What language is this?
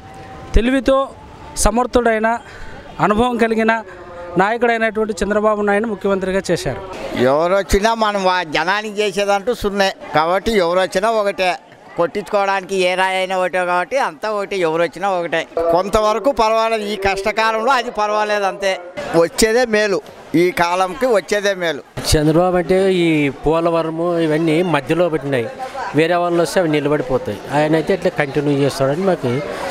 Telugu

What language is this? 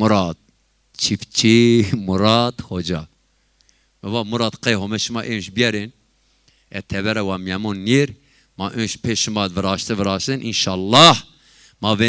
Zaza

